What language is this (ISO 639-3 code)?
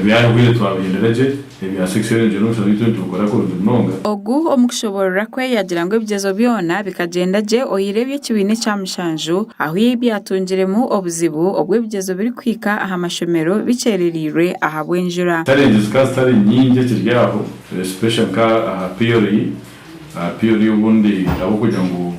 nyn